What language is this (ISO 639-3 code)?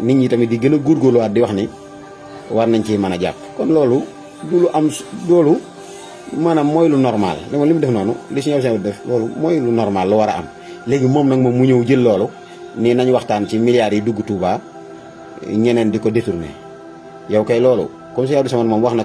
wol